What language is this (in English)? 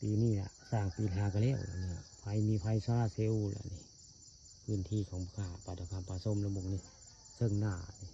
Northeastern Thai